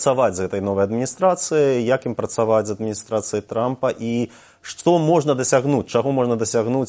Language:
Belarusian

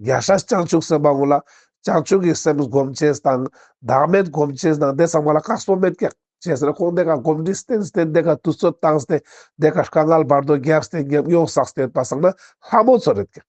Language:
Ladakhi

